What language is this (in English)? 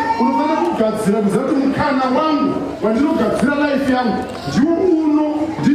Shona